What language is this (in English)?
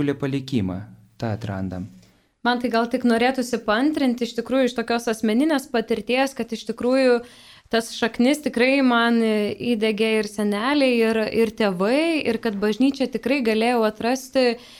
Lithuanian